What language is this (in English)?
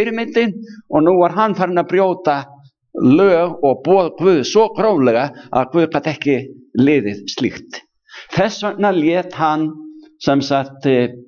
Icelandic